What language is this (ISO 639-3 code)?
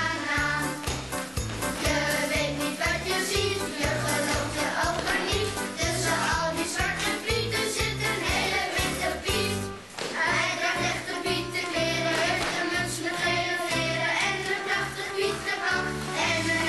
nld